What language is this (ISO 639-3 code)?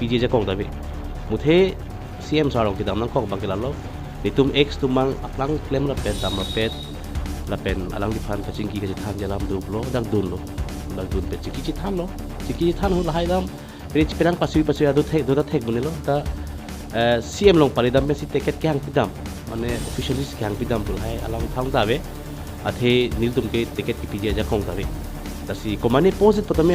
mjw